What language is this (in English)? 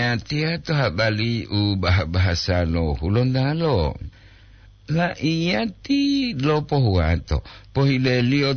Gorontalo